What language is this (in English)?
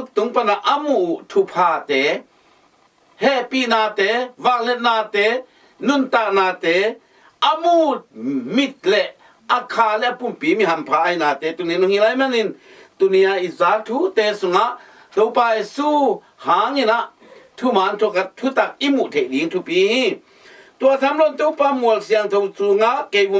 Tedim Chin